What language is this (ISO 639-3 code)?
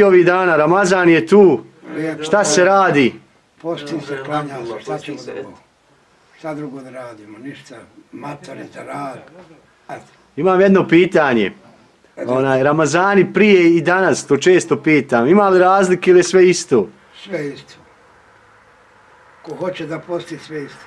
bos